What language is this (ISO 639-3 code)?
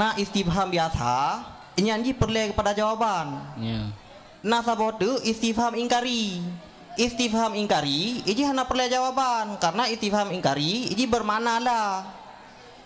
ace